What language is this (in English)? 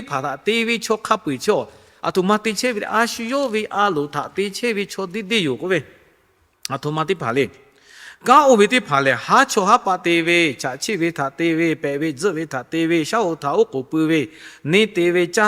Lahu